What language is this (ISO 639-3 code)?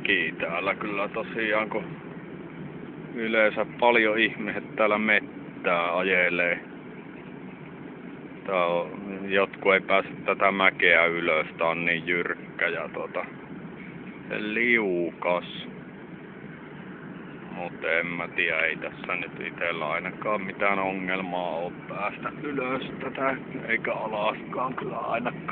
fin